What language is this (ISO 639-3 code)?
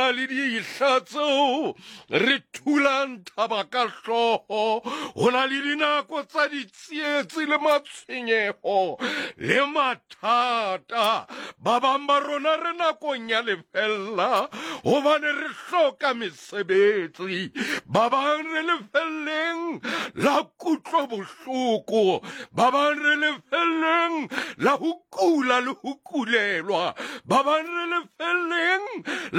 sot